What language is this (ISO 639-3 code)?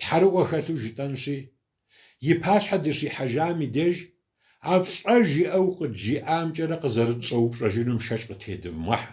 kbd